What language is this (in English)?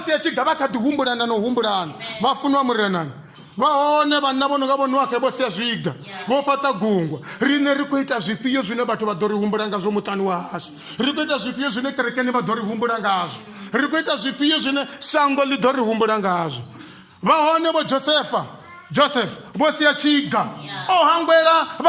Venda